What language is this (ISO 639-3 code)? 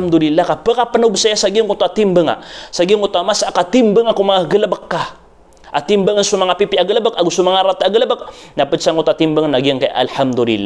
mrw